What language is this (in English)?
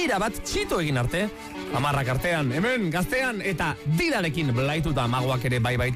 Basque